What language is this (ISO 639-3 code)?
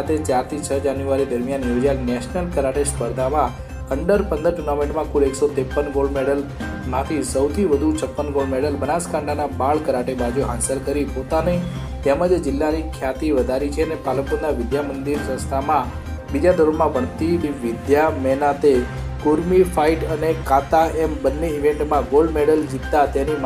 guj